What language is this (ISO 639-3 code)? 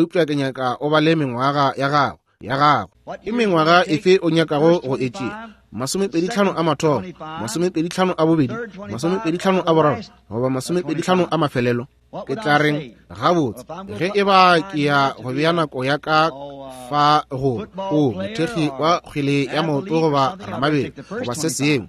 nso